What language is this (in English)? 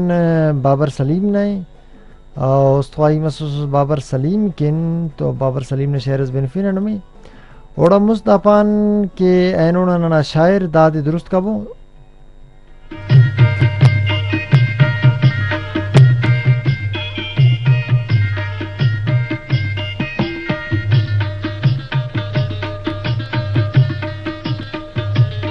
Brahui